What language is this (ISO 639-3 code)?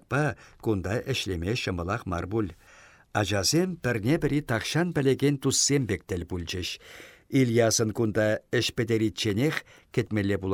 chv